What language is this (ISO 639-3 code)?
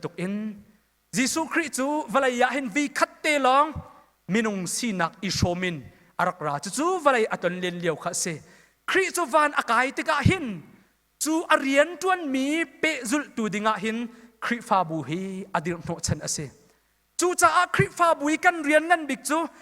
cnh